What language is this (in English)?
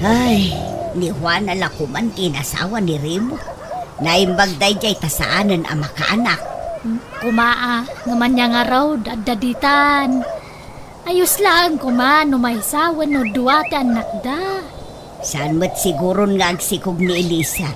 Iloko